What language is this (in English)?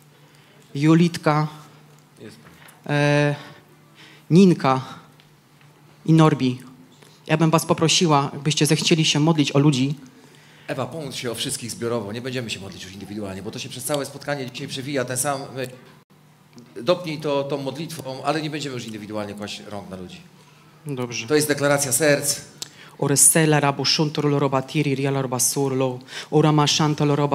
Polish